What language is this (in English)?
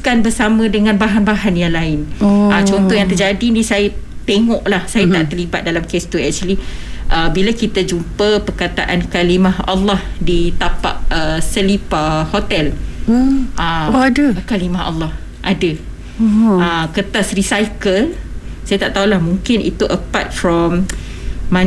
Malay